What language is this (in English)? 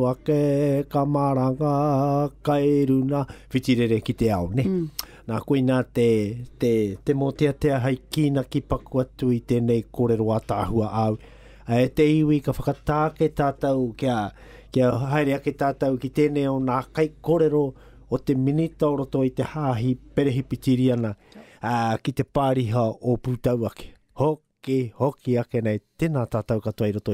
Māori